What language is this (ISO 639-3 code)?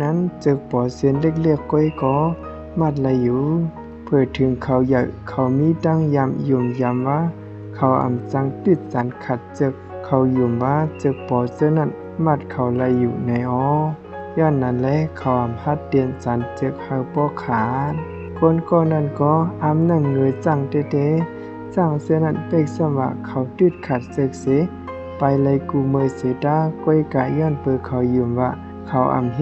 shn